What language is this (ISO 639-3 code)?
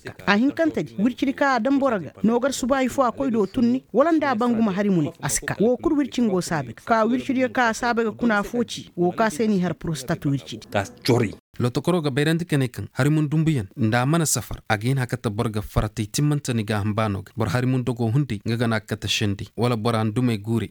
ses